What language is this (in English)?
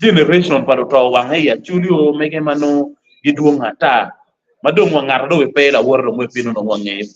Acoli